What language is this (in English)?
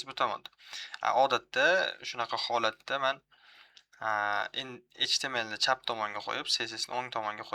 Uzbek